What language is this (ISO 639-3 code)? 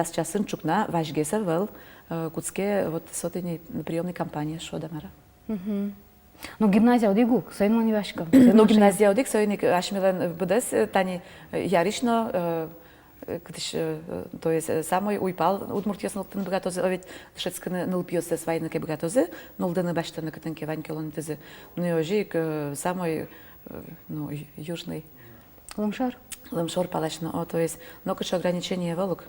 udm